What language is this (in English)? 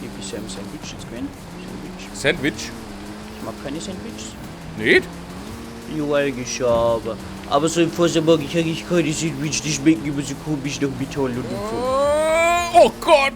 Bavarian